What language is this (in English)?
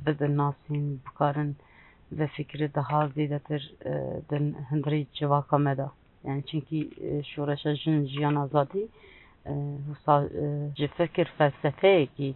Kurdish